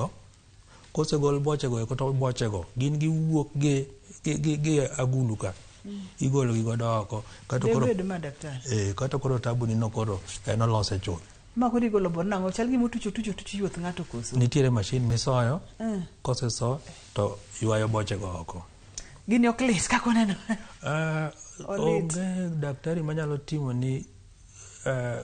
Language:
Luo (Kenya and Tanzania)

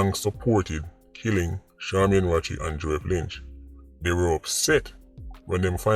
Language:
Jamaican Creole English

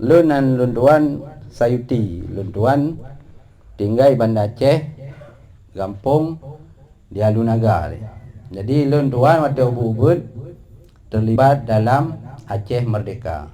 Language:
Achinese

